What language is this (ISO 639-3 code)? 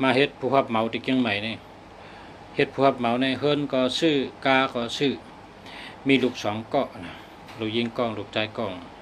shn